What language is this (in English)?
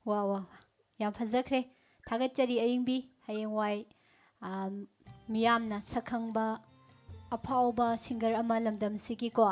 Manipuri